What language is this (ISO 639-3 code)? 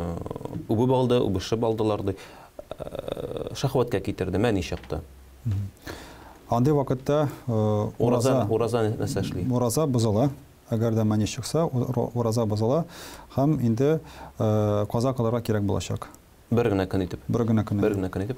tat